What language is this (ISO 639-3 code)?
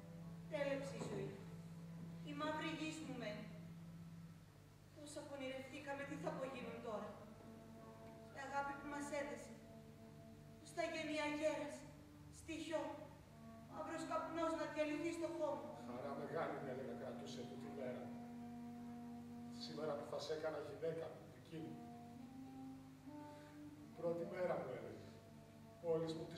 ell